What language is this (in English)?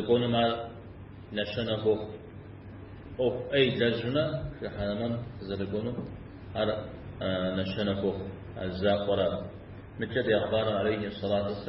Kabardian